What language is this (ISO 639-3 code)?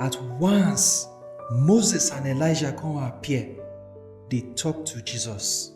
pcm